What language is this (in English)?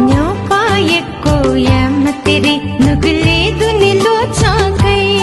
Newari